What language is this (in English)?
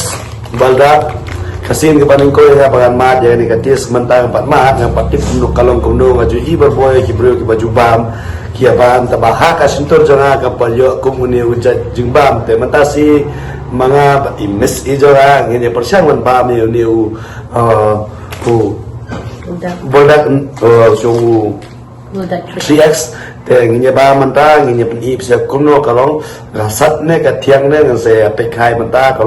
Khasi